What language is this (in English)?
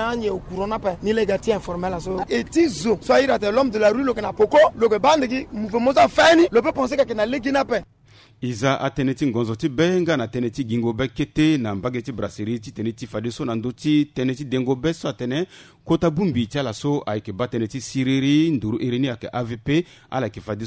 Sango